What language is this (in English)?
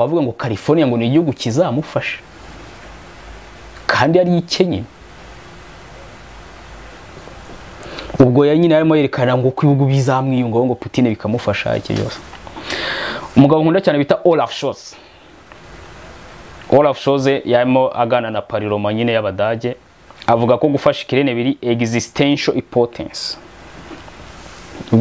Kinyarwanda